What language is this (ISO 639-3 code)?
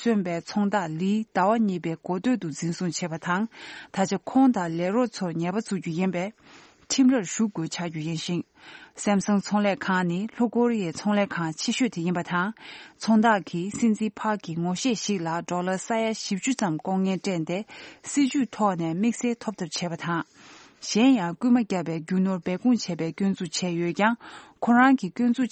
bod